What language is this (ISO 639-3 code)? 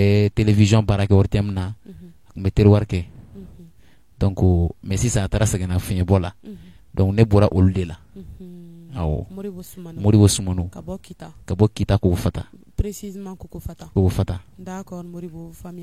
bam